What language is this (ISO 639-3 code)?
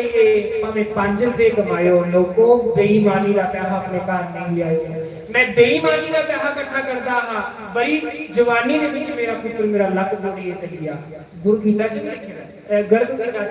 doi